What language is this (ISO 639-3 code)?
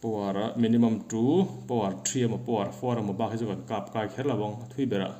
lus